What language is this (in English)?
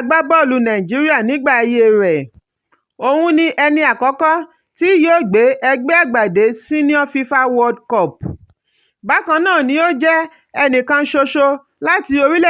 Yoruba